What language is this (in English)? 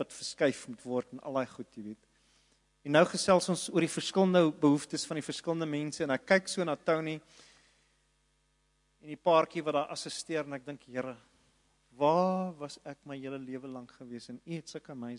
Afrikaans